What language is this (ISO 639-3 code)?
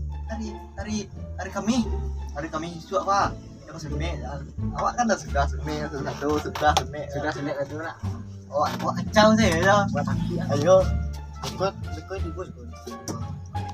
min